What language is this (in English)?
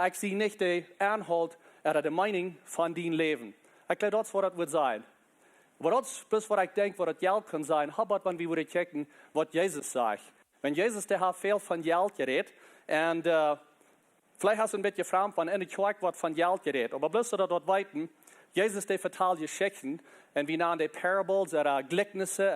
Plautdietsch